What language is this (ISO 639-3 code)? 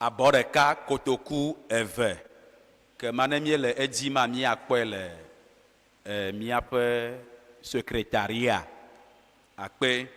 ewe